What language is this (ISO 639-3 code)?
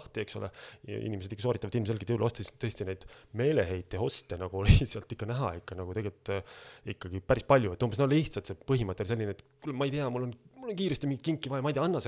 est